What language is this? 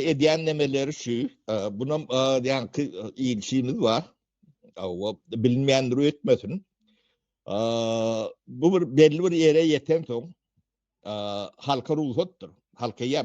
Turkmen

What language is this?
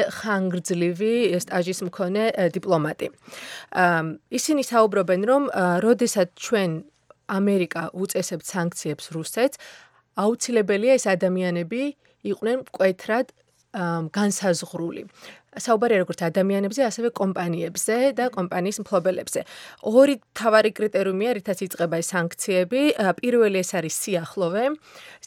Georgian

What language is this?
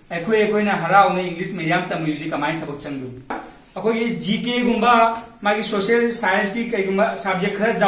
Manipuri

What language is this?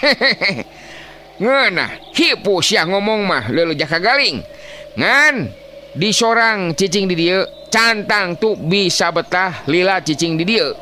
Sundanese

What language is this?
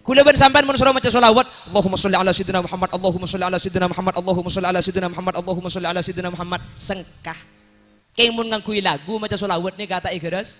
Madurese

